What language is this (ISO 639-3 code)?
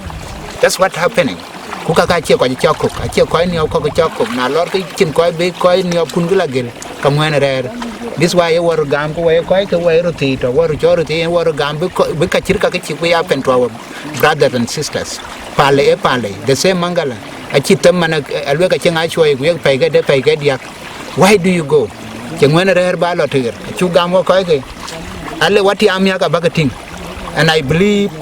din